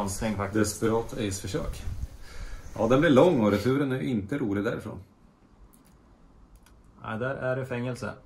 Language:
Swedish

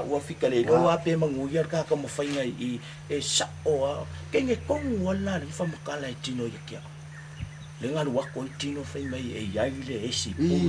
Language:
Samoan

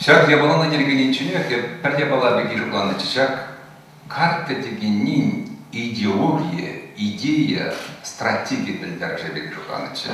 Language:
Chuvash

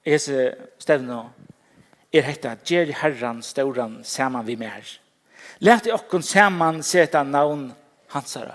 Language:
Faroese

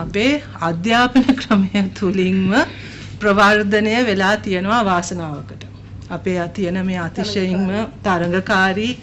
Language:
Sinhala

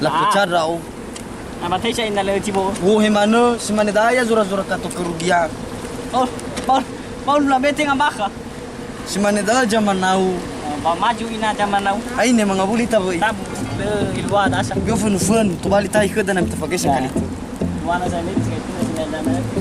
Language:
Nias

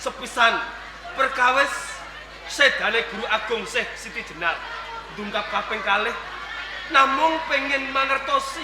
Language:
Javanese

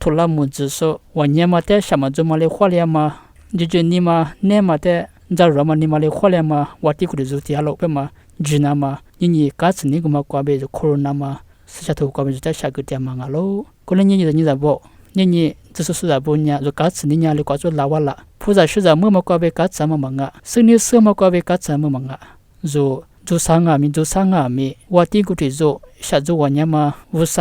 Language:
Lisu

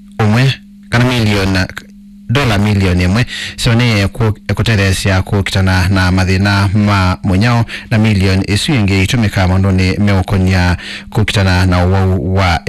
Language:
Kamba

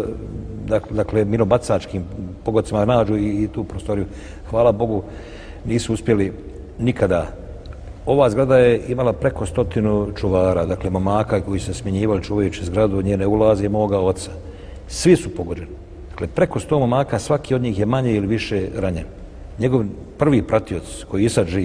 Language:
Bosnian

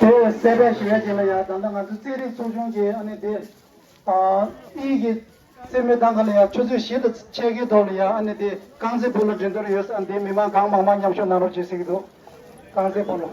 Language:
Tibetan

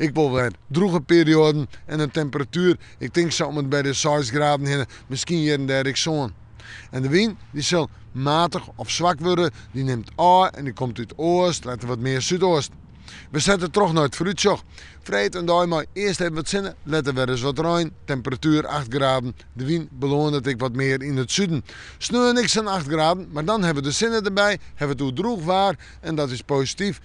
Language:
Western Frisian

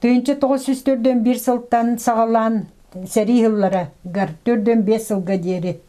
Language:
Yakut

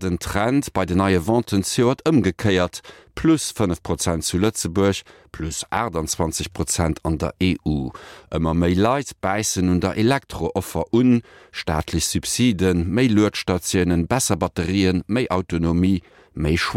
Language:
Luxembourgish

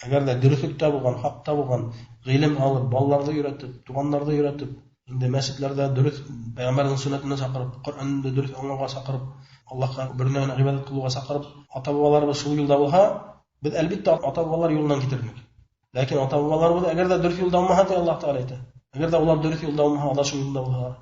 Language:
Bashkir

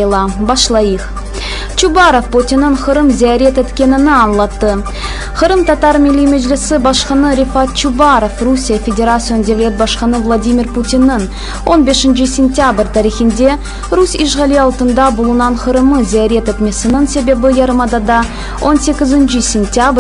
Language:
Crimean Tatar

